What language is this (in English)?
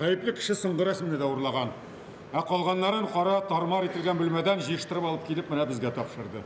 Tatar